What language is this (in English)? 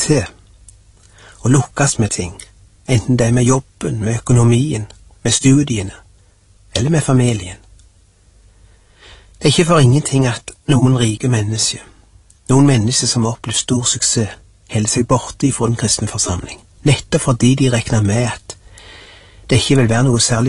Norwegian